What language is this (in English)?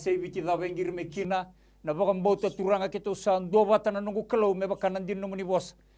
Fijian